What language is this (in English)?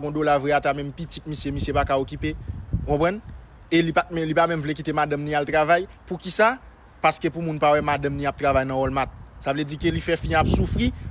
Haitian Creole